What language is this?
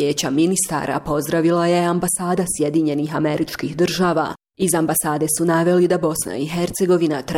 Bosnian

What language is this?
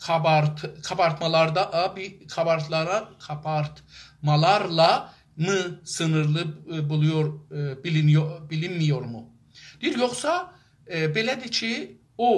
South Azerbaijani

